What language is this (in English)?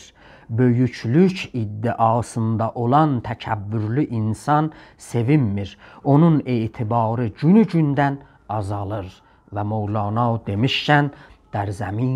South Azerbaijani